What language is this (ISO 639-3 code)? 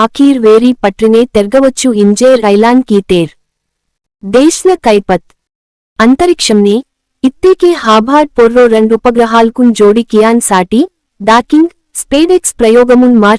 gon